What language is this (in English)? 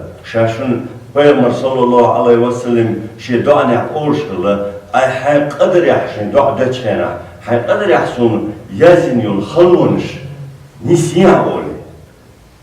Chechen